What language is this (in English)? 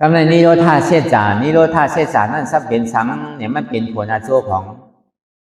Shan